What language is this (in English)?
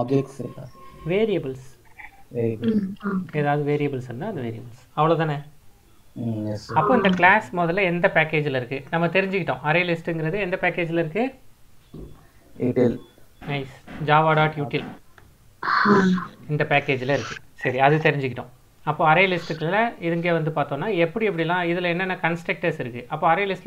Tamil